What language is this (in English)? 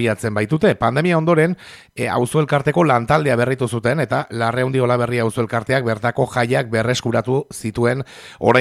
Basque